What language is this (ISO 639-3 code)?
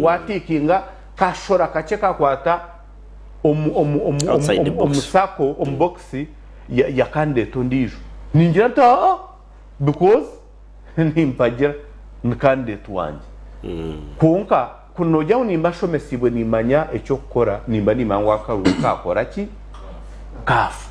nyn